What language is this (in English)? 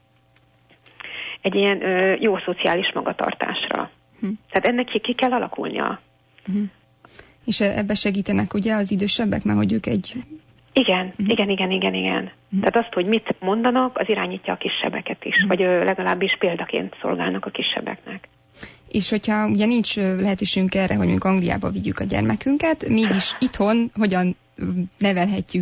Hungarian